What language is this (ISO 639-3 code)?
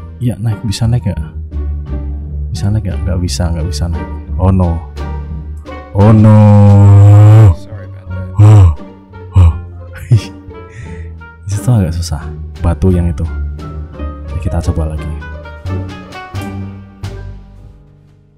ind